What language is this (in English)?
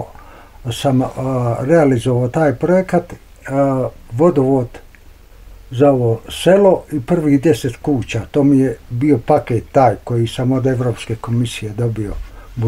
Bosnian